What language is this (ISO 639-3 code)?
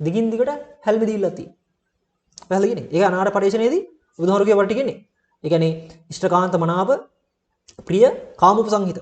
sin